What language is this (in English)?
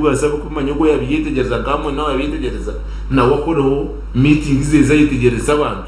Nyankole